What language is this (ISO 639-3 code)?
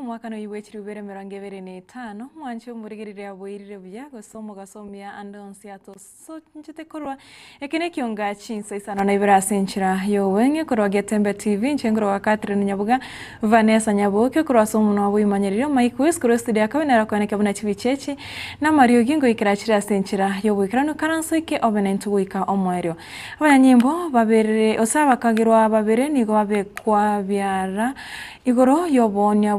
guz